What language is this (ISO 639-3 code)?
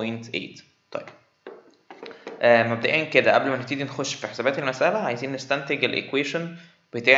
arz